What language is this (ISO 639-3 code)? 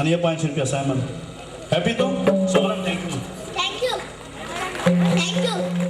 kok